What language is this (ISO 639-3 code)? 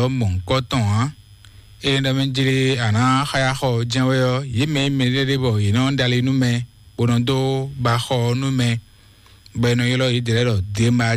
fon